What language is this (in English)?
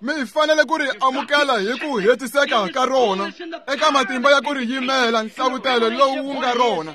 Tsonga